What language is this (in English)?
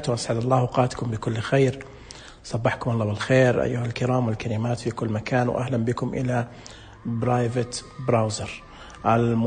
Najdi Arabic